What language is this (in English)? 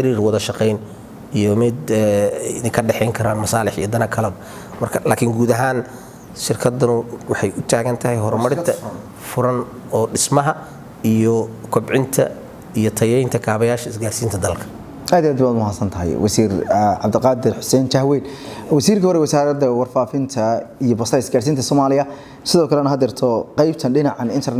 Somali